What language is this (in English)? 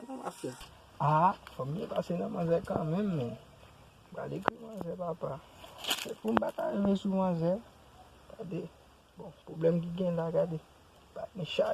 Haitian Creole